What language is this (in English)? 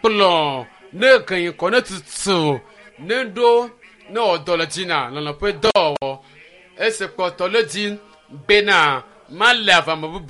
Ewe